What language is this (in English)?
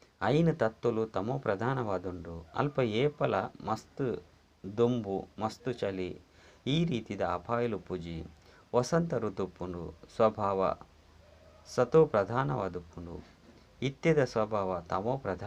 Tulu